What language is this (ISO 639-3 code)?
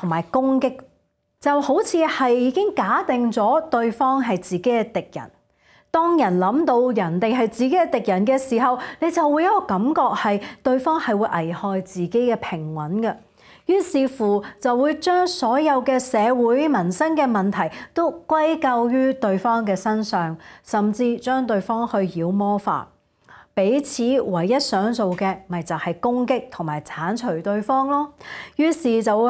yue